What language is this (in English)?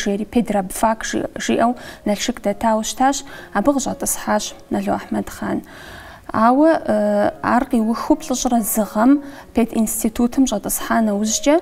Kabardian